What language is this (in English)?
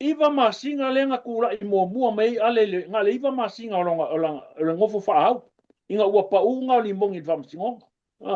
Samoan